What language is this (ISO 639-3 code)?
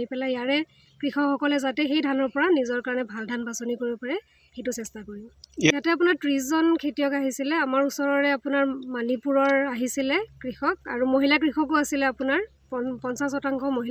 asm